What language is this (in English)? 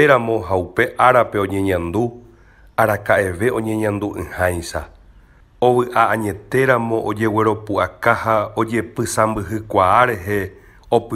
Guarani